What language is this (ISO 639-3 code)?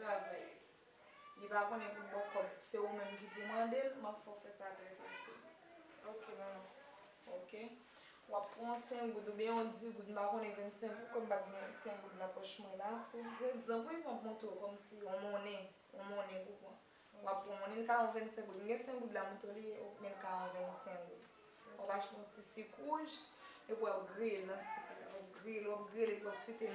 hat